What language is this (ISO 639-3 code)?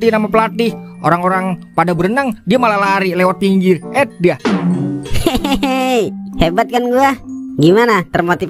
bew